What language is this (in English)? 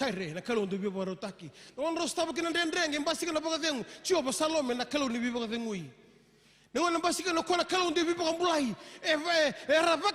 Fijian